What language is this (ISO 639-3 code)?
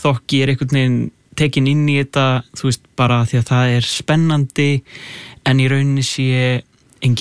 isl